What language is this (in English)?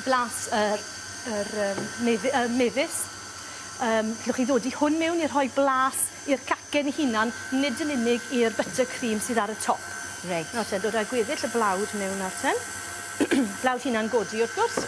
Welsh